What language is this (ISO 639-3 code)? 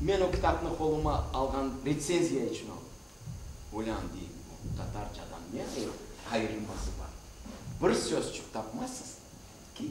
crh